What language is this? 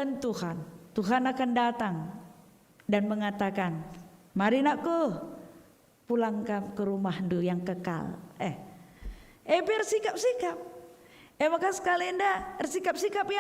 Batak Karo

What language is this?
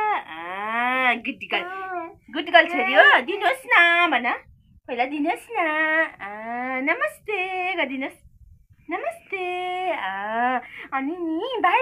Nepali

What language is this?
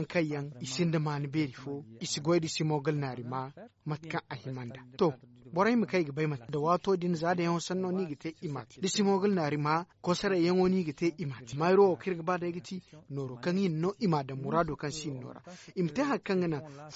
Zarma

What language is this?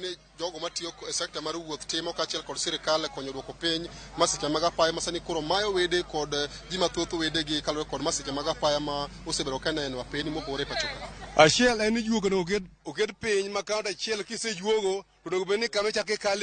Luo (Kenya and Tanzania)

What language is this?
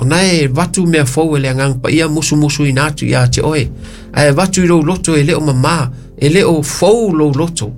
Samoan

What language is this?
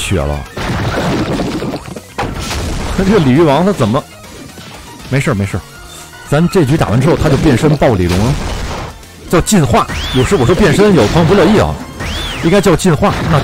Chinese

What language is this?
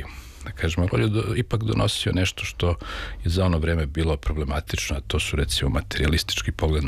Serbian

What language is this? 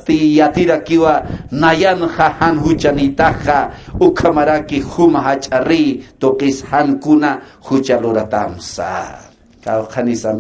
Aymara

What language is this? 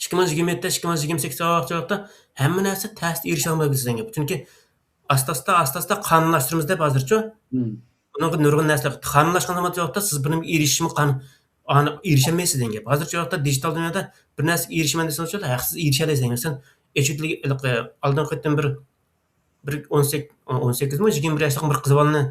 Uyghur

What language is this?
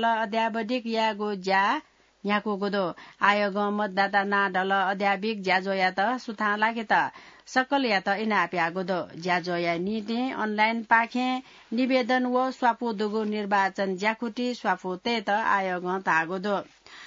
Newari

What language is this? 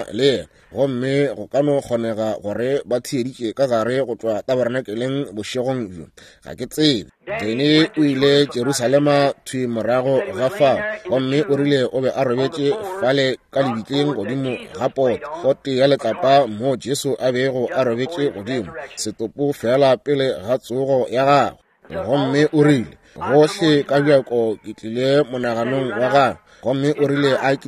Northern Sotho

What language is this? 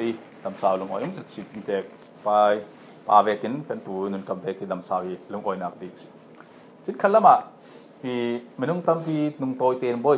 Falam Chin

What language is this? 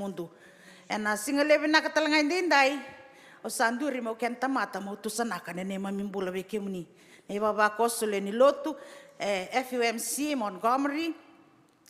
Fijian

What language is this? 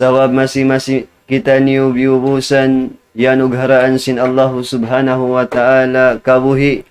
Tausug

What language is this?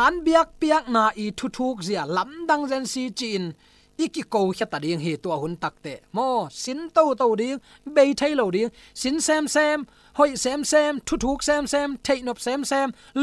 Tedim Chin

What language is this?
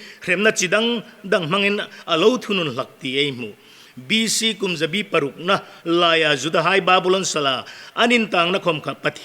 Hmar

